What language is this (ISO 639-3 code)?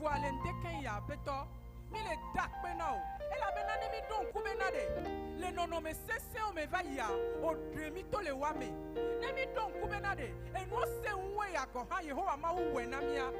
ewe